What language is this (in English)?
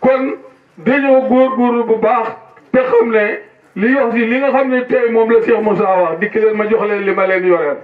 Wolof